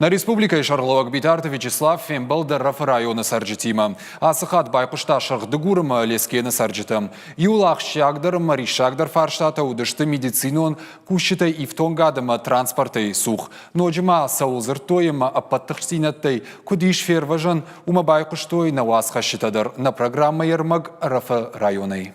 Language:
Ossetic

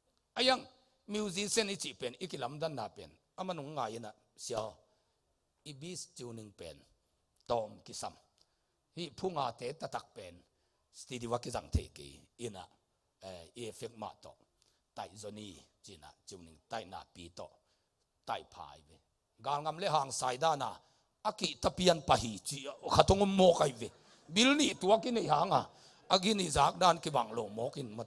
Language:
Tedim Chin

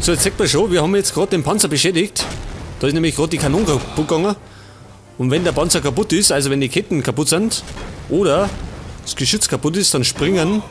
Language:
Bavarian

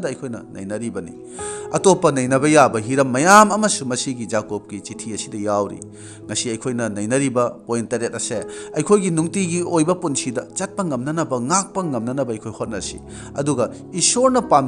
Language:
Manipuri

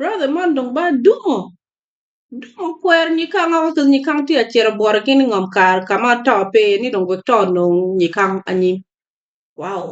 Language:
Acoli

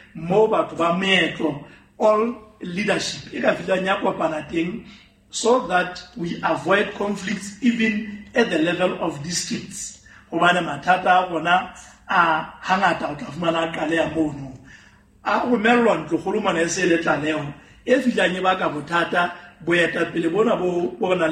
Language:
Southern Sotho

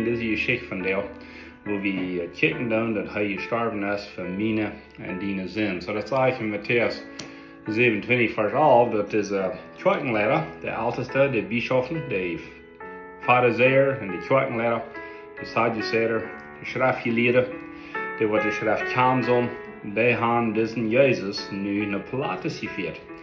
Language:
Plautdietsch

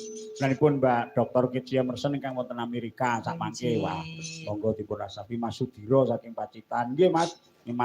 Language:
Javanese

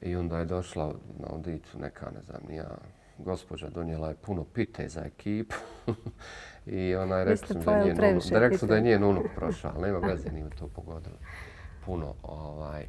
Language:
Bosnian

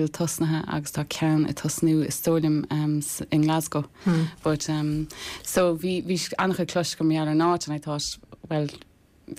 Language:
Irish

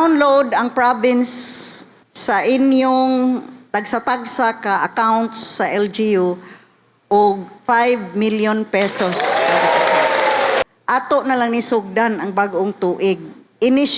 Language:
Cebuano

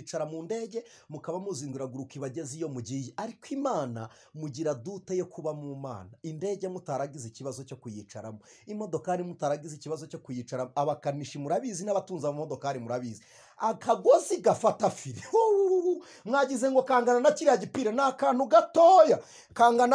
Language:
Kinyarwanda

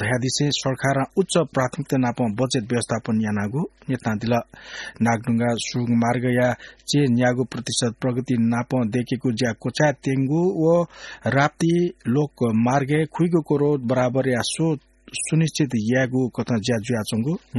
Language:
Newari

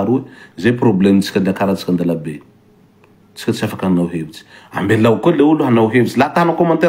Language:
Malagasy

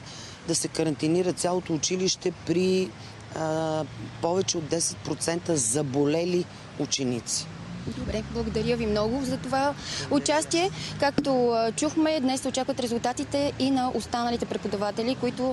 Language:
Bulgarian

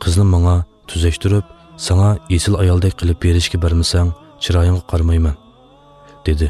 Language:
Uyghur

